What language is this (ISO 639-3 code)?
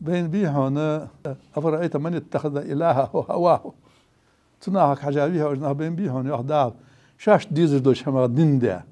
inh